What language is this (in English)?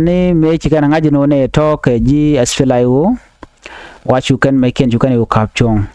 Nuer